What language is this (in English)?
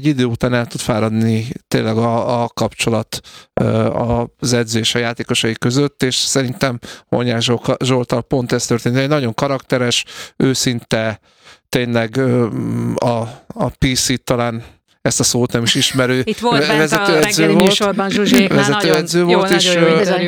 Hungarian